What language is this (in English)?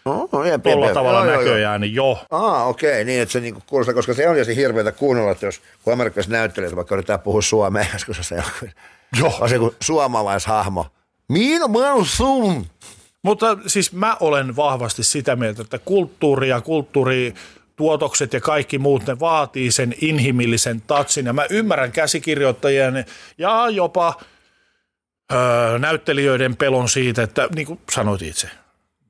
Finnish